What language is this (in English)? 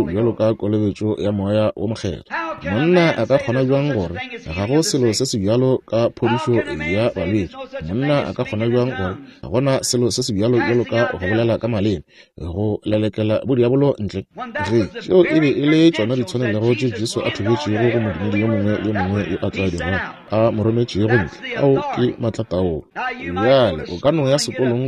Northern Sotho